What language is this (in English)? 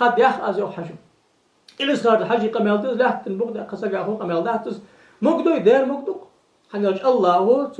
Ingush